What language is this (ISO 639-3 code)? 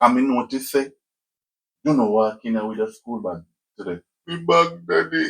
jam